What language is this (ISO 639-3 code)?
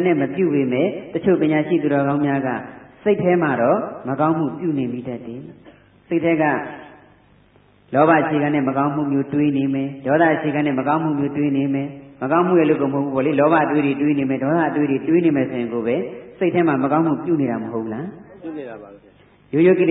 mya